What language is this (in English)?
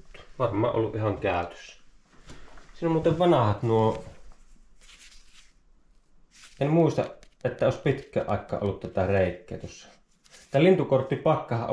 Finnish